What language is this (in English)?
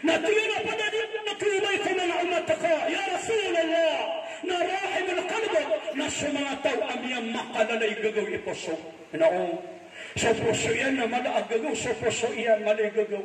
Maranao